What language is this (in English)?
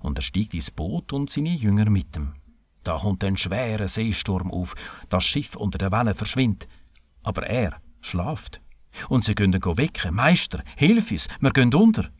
Swiss German